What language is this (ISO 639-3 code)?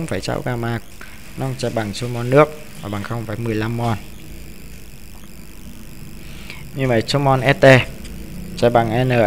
vie